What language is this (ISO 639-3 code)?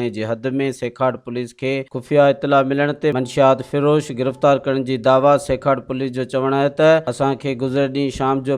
snd